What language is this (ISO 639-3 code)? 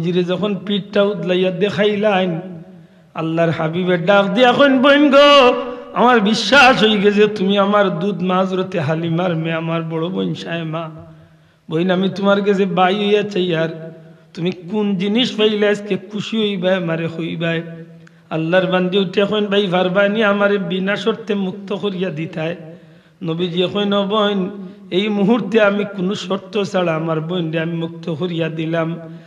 syl